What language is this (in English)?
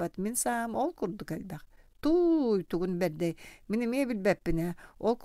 Yakut